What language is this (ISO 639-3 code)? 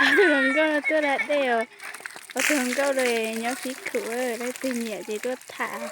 hmn